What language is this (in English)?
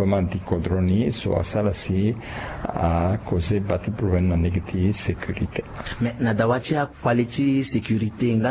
Sango